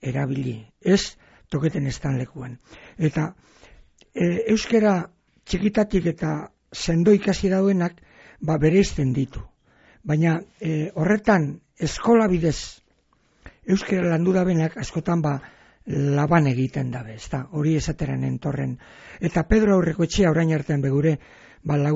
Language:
Basque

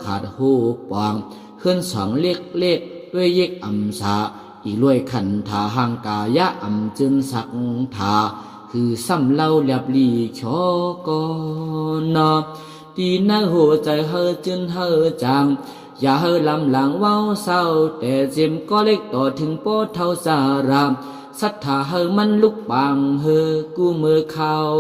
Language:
Shan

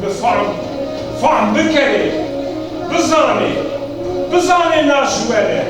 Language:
Zaza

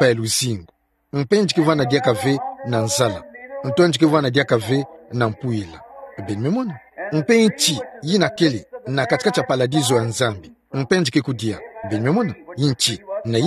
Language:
Kituba (Democratic Republic of Congo)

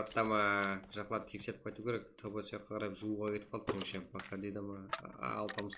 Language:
Kara-Kalpak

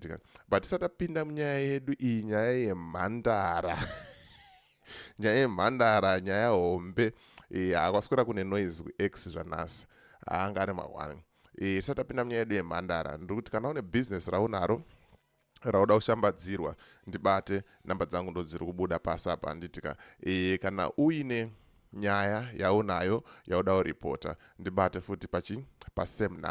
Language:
Shona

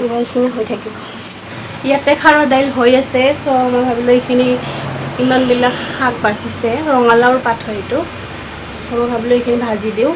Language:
Assamese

